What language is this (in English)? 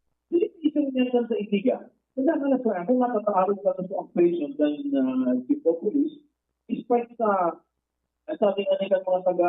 Bikol